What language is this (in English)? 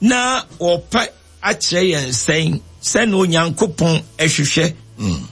Akan